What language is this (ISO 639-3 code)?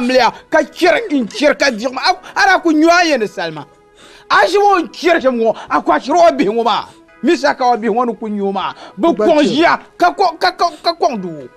dag